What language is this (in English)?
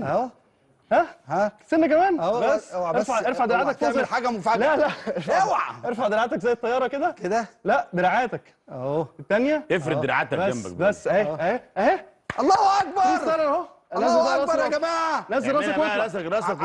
Egyptian Arabic